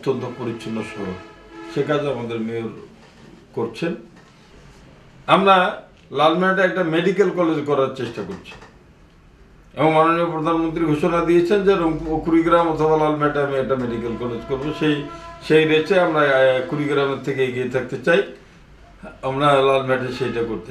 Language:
Bangla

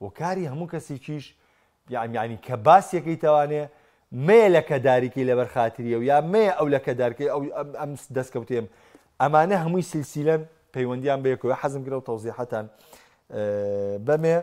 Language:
Central Kurdish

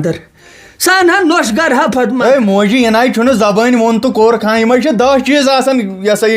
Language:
Kashmiri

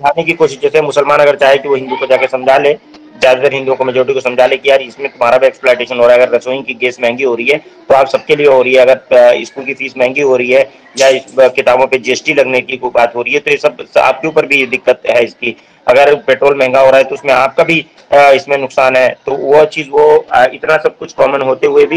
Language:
Hindi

